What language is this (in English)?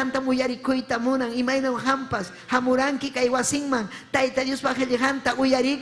Ayacucho Quechua